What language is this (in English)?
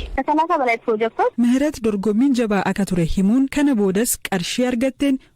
Oromo